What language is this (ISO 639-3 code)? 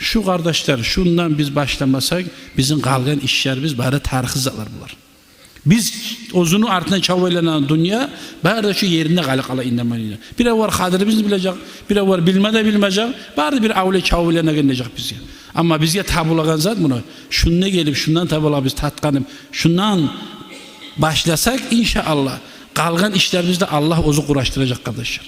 kum